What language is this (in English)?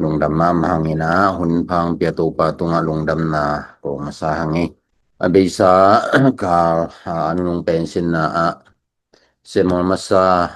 Tedim Chin